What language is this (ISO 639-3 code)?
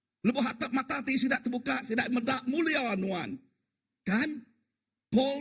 iba